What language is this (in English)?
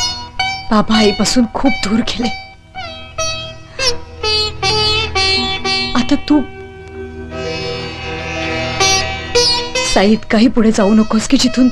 Marathi